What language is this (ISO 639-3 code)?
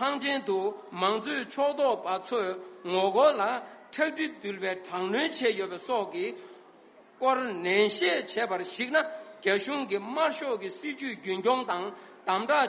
bod